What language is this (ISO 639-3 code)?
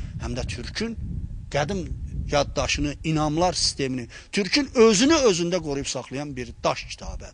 aze